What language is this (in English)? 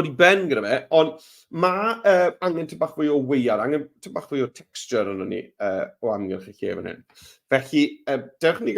Welsh